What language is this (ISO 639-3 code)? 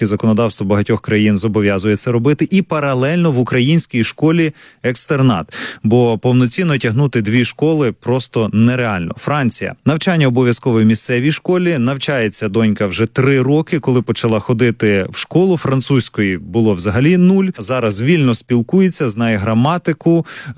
ukr